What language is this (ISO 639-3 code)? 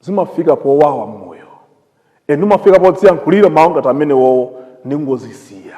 nya